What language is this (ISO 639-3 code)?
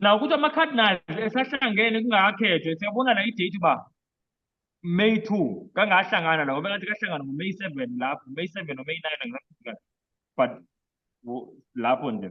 zul